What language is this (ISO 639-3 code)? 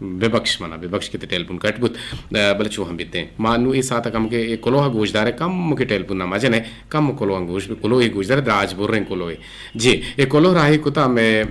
bgp